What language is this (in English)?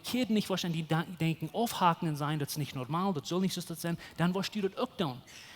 Plautdietsch